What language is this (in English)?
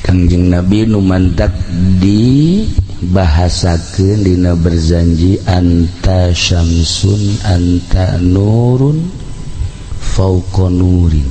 Sundanese